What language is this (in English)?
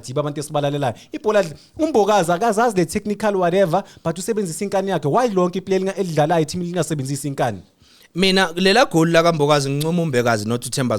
Zulu